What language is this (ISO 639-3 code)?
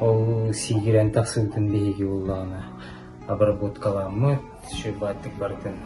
sah